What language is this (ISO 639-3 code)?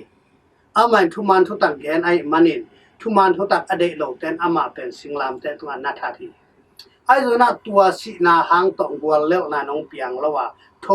ctd